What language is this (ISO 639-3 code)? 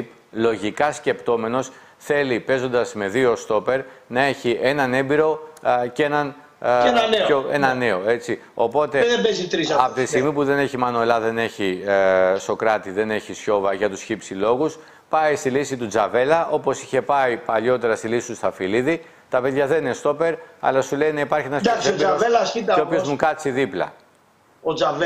ell